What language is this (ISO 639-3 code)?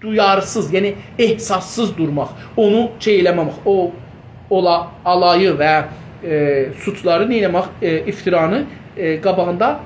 azb